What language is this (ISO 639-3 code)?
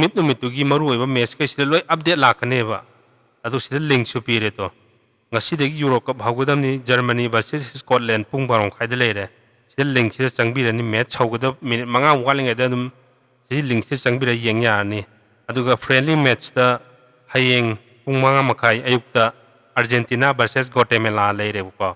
mni